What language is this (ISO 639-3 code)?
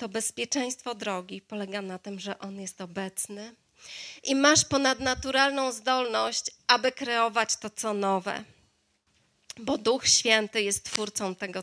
pol